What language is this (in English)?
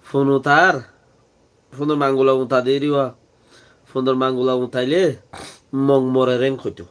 Rohingya